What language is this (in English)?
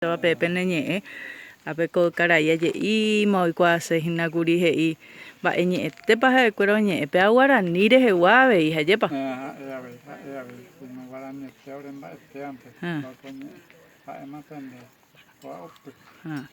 Guarani